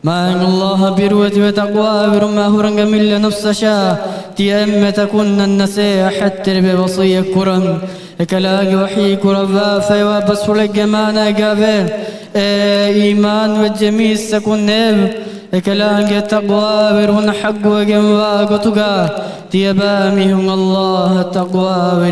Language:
Divehi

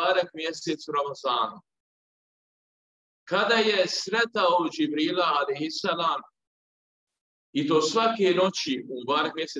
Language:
Bosnian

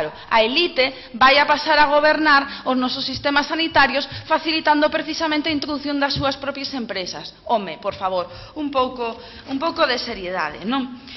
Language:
Galician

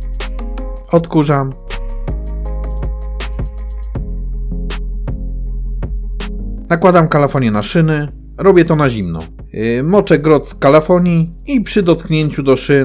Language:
Polish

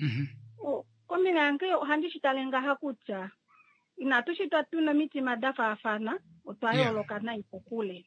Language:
Kuanyama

